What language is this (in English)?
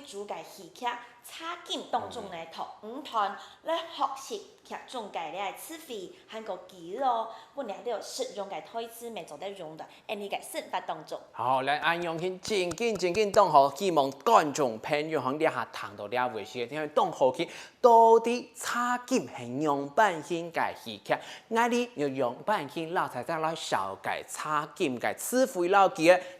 Hakka Chinese